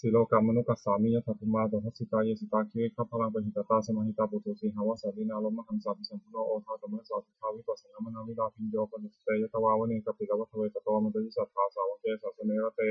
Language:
Pali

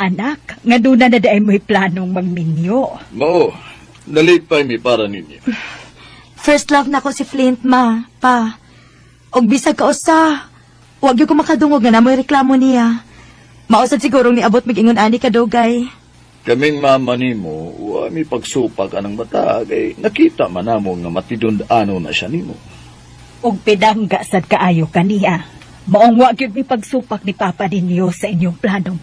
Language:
Cebuano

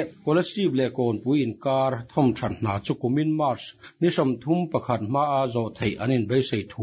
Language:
Mizo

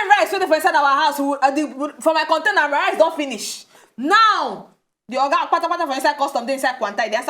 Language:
Nigerian Pidgin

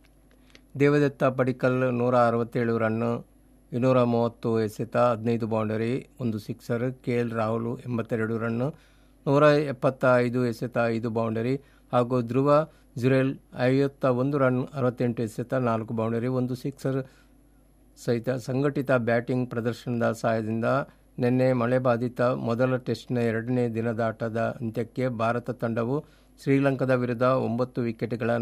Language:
Kannada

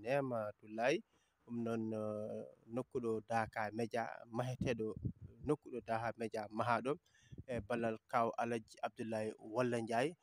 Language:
Fula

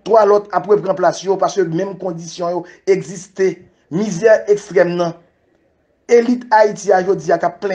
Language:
Haitian Creole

